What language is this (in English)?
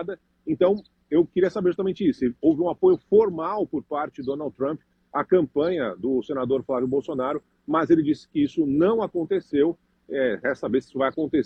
Portuguese